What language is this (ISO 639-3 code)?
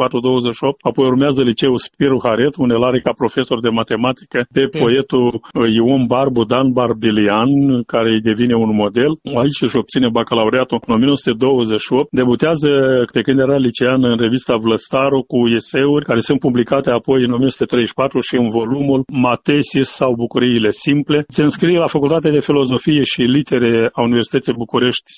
ron